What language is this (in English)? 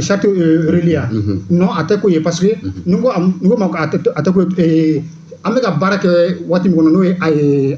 Bambara